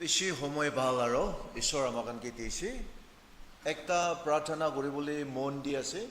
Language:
Naga Pidgin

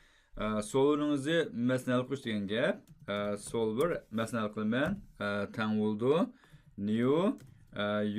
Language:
Uyghur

